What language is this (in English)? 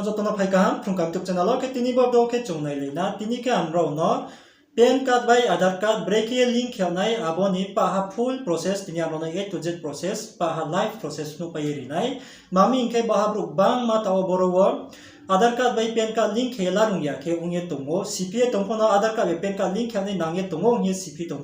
Riang (India)